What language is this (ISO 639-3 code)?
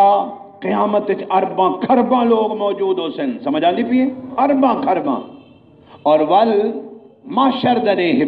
skr